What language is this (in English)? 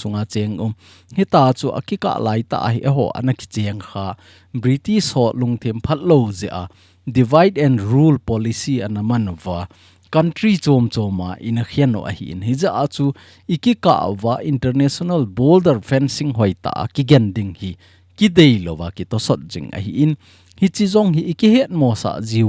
Thado Chin